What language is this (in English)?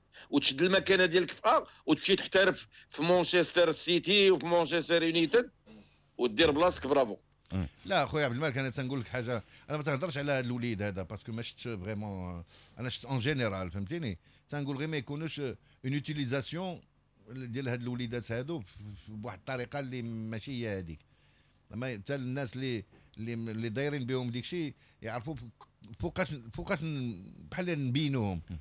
Moroccan Arabic